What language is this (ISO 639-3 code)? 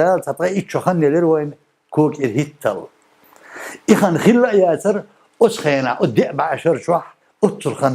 che